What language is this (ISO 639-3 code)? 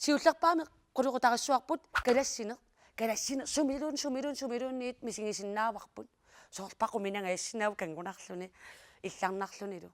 kal